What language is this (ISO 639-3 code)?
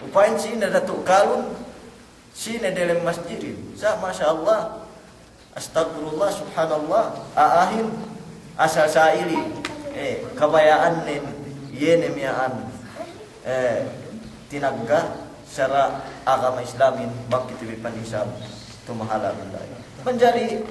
yka